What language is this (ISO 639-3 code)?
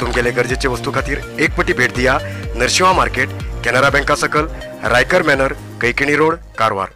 kok